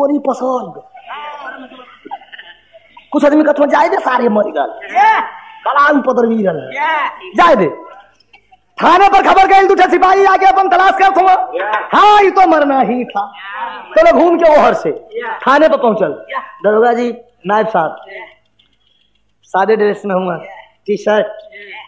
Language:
Bhojpuri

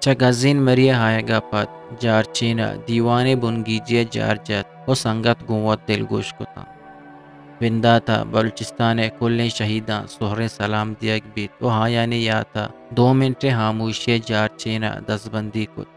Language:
Eastern Balochi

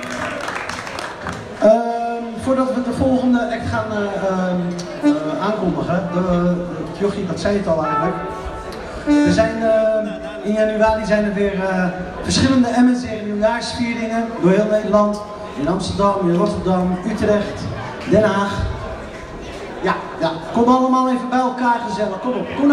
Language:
Dutch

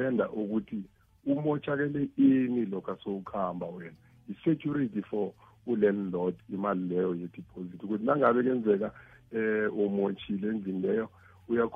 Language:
South Ndebele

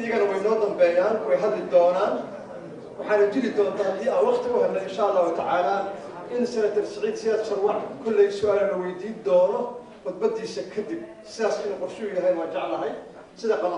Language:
Somali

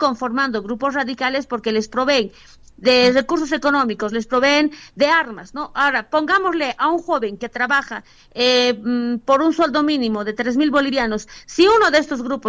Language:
Spanish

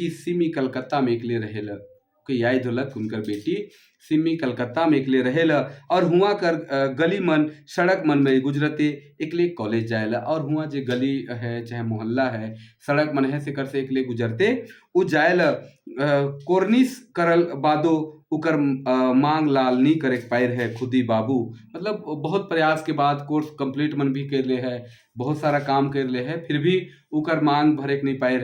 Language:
Sadri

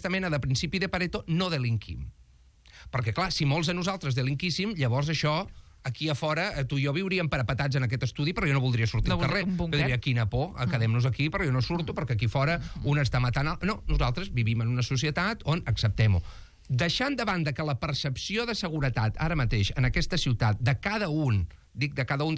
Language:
Catalan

